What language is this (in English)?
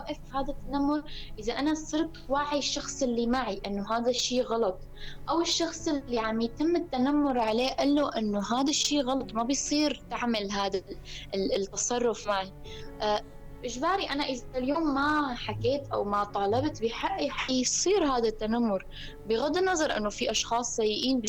North Levantine Arabic